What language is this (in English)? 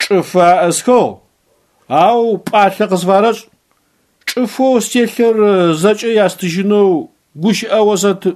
Adyghe